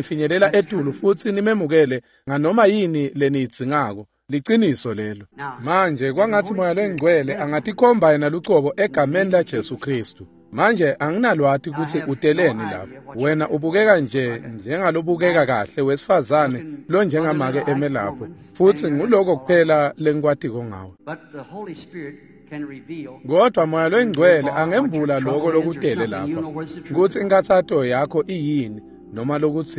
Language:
Swati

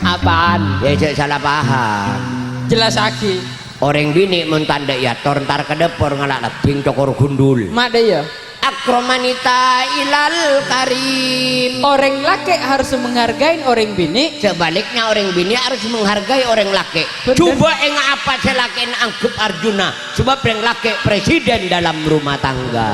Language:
Madurese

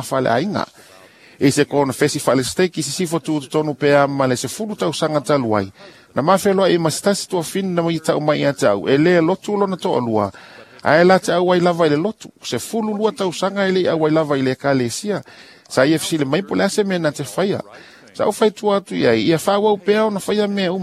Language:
Samoan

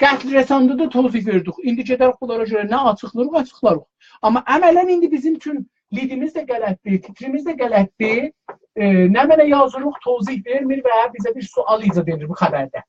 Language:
South Azerbaijani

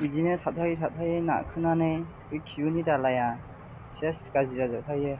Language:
Bodo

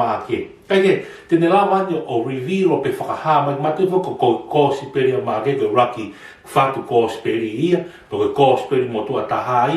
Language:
Tongan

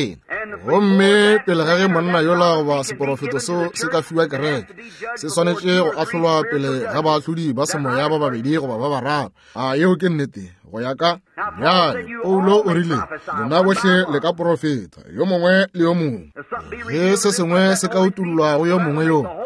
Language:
Northern Sotho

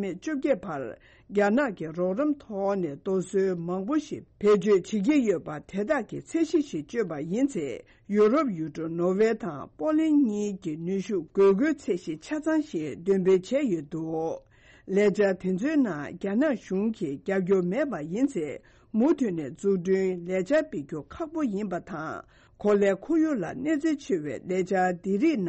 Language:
Tibetan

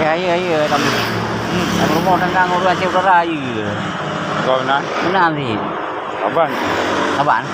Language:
Achinese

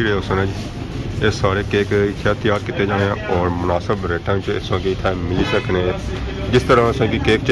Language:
Pahari-Potwari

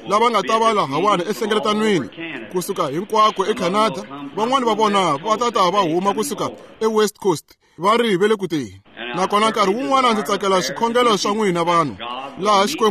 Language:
Tsonga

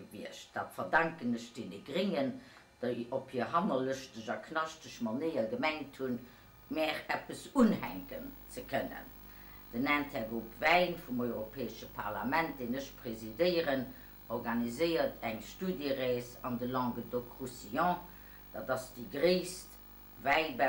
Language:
Luxembourgish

